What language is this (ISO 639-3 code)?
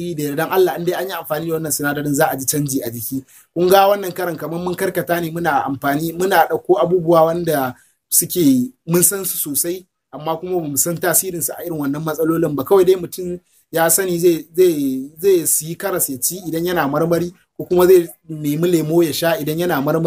hau